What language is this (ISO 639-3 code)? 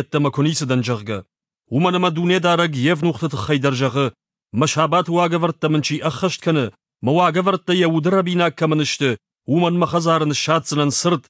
oss